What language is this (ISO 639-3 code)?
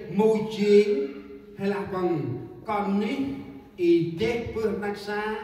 cmo